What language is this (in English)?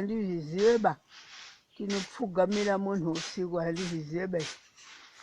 Shona